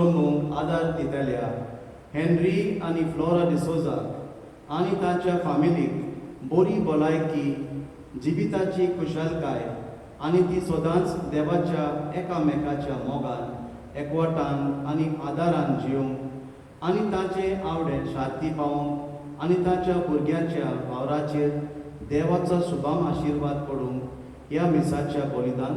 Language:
Konkani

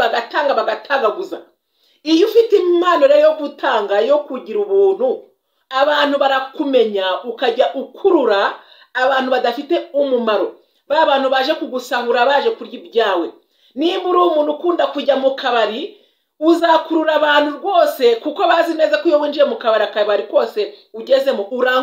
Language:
Kinyarwanda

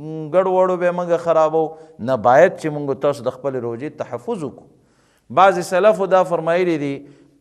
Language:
Pashto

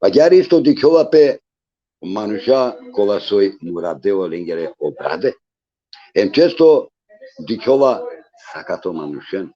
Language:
Balkan Romani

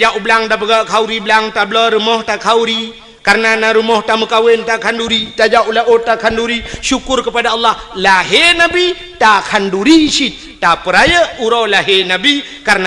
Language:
Achinese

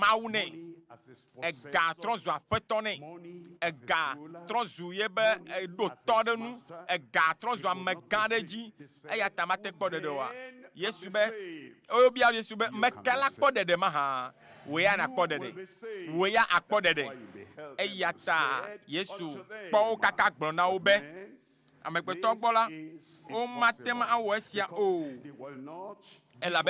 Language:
Ewe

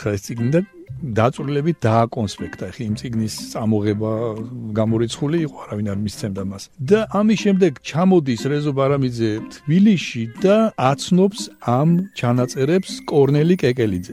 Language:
Georgian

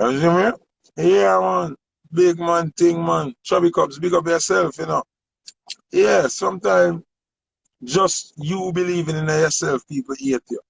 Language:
Jamaican Creole English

